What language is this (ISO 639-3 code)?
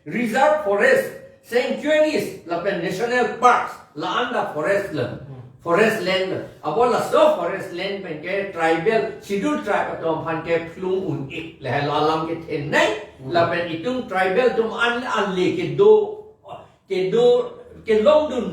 mjw